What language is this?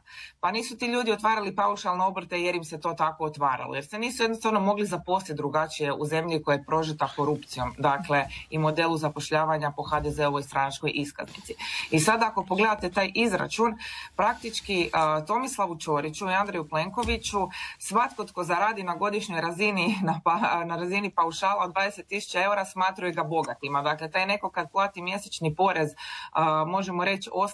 Croatian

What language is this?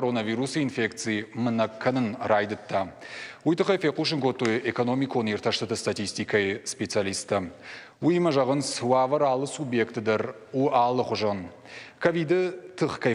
Ossetic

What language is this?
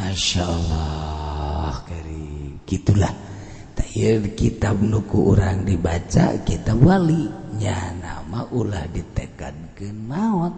Sundanese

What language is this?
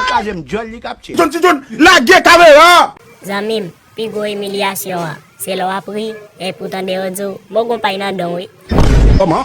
Haitian Creole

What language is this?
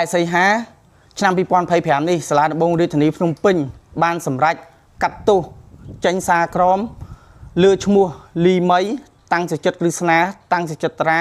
Khmer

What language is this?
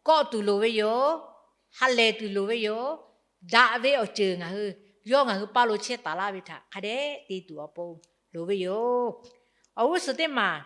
Lahu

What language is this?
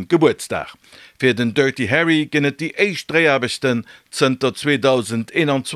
Luxembourgish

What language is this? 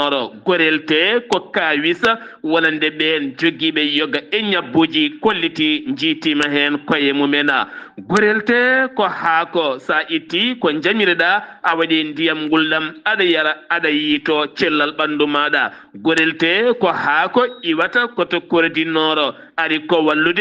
Fula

